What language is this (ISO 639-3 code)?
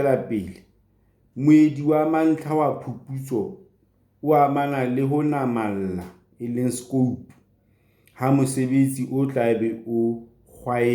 sot